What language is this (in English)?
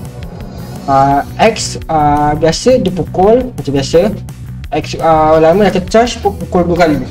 Malay